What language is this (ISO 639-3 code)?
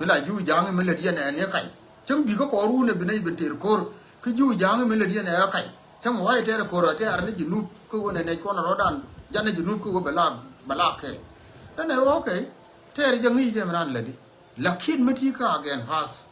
nus